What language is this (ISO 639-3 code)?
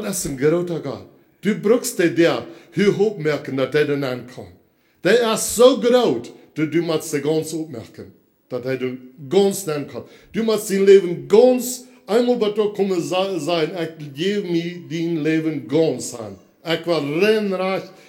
pdt